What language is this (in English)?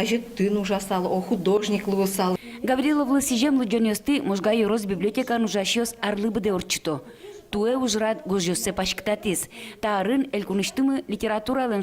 Udmurt